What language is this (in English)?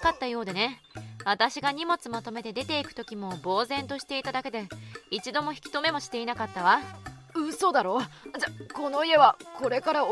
Japanese